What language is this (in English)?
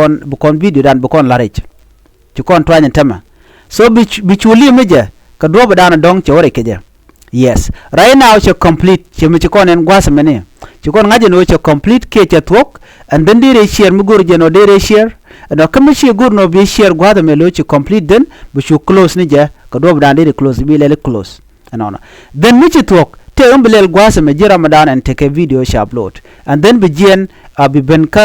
Nuer